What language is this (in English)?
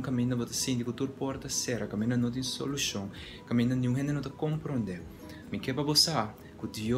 Papiamento